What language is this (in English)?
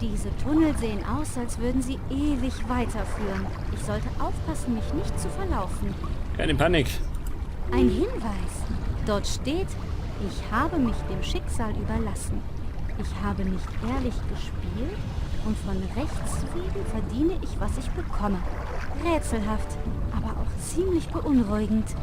Bavarian